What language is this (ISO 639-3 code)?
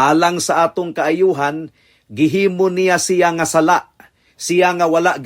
ceb